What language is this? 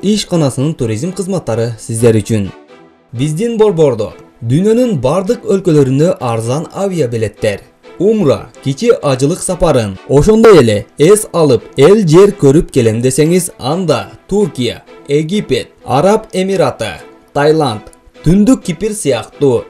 Kyrgyz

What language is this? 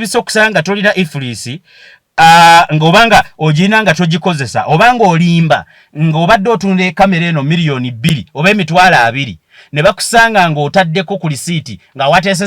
Ganda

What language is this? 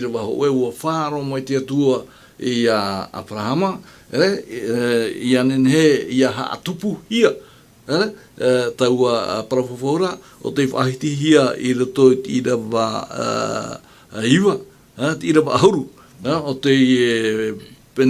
Tahitian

